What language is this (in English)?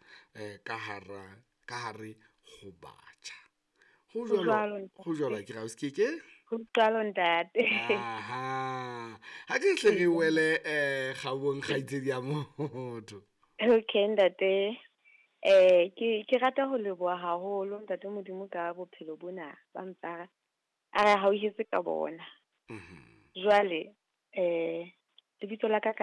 Southern Sotho